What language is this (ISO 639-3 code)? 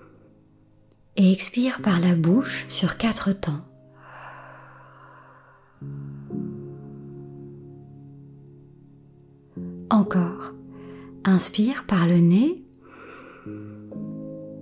fra